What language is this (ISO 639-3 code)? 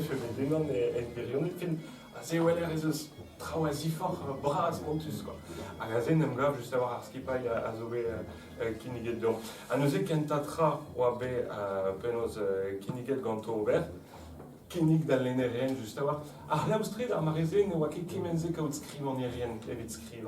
bre